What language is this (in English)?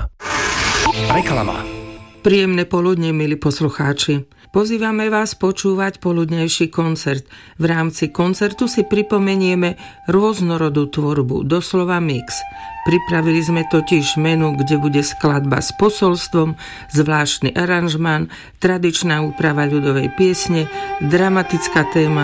Slovak